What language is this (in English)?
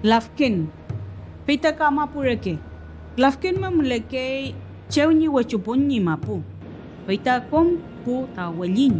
Mapuche